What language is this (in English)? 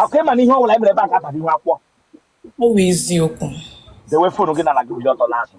Igbo